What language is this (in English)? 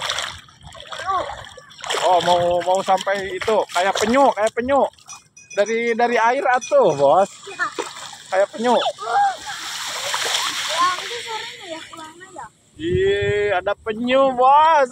Indonesian